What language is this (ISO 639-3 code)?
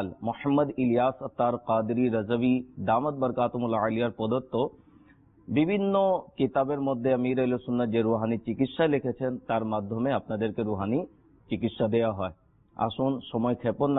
ben